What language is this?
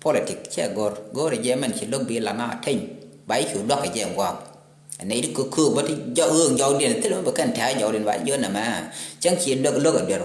Nuer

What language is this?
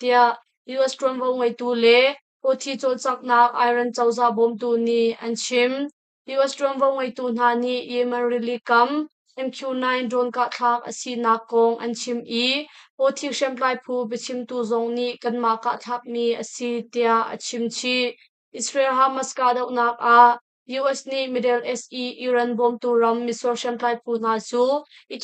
Hakha Chin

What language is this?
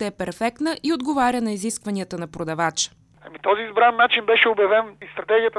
Bulgarian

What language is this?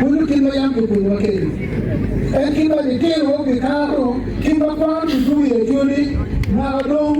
Acoli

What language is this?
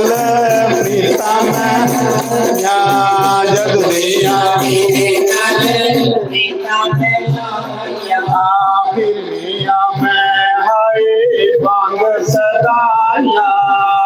Dogri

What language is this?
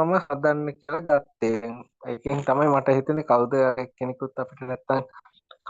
Sinhala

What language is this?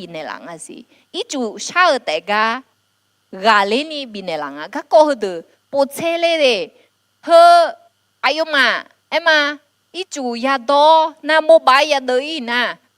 Akha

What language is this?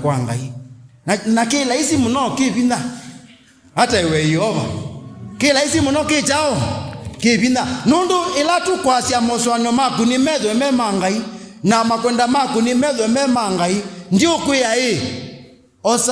Kamba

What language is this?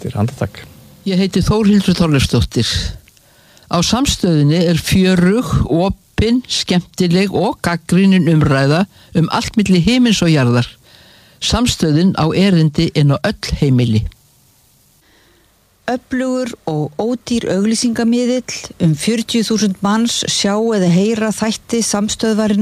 Icelandic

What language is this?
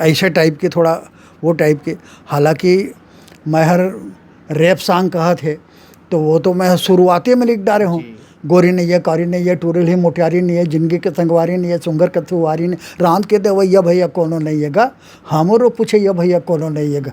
Chhattisgarhi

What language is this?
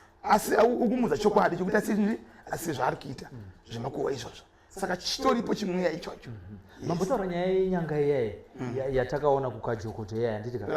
Shona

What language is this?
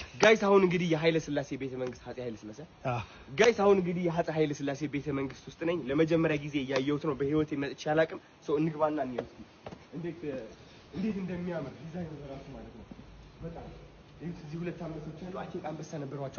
Amharic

